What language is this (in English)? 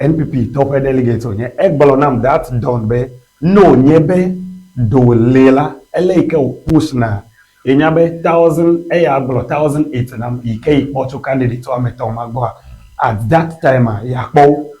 Ewe